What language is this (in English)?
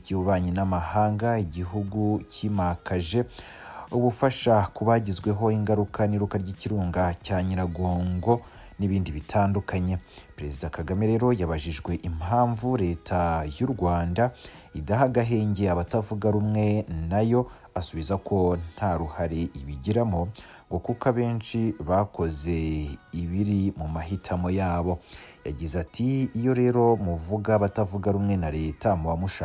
Kinyarwanda